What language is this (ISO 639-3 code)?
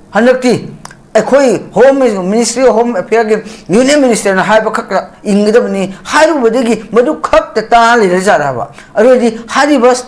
mni